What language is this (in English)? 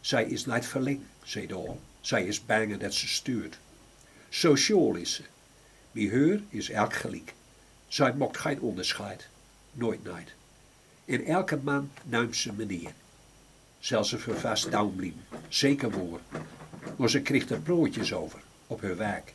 Gronings